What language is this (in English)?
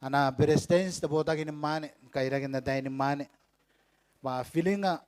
Gilbertese